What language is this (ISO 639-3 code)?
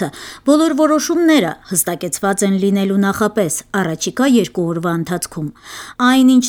hye